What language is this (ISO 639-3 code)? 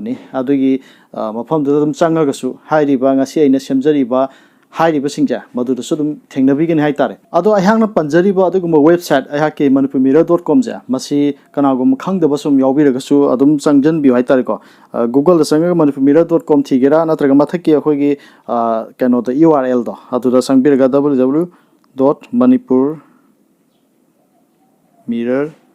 mni